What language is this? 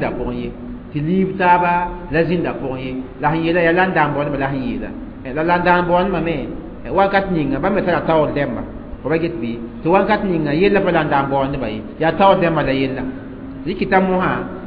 Mossi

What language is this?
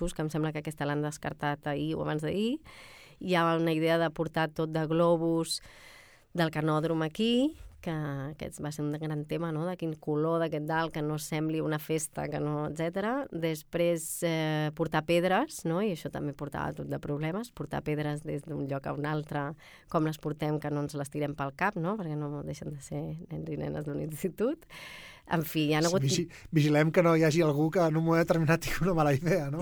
Catalan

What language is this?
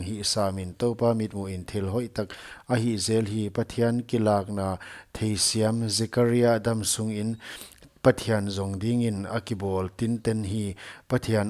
Paite Chin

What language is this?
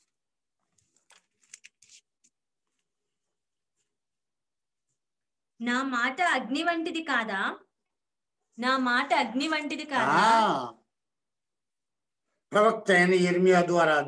Telugu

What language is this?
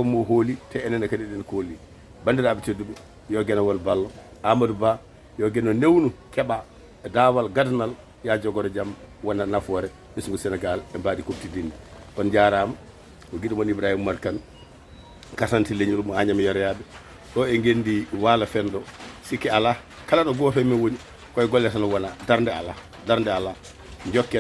Fula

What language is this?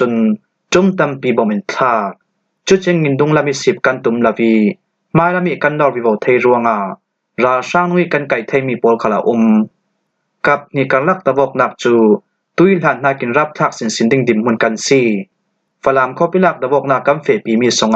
Falam Chin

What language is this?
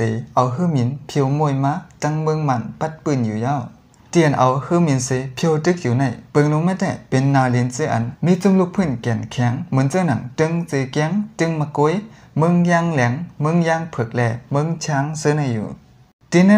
Shan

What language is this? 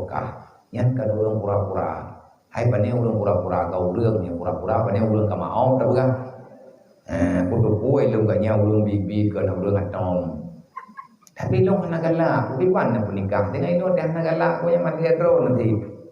Achinese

